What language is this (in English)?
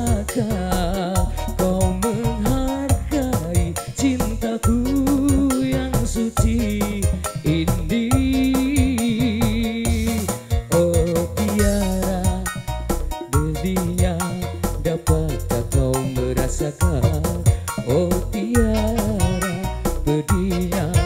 Indonesian